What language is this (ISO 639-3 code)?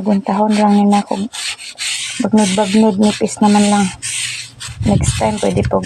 ceb